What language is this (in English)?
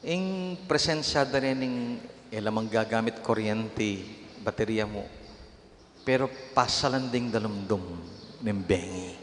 Pampanga